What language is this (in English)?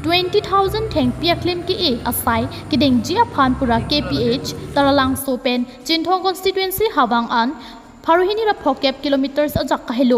Karbi